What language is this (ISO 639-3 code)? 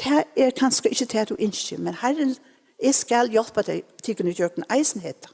fao